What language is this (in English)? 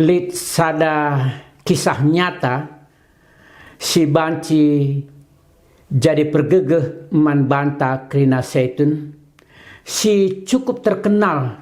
Batak Karo